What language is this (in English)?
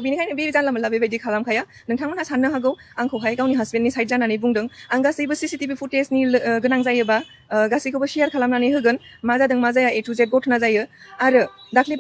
Bodo